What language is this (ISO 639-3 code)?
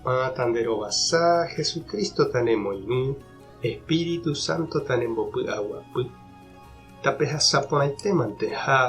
grn